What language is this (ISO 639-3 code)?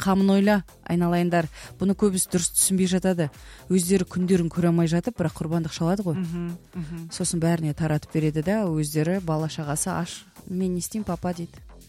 kaz